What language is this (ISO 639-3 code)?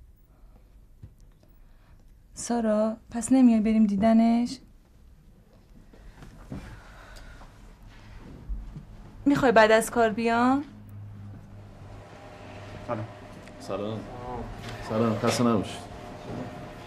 fas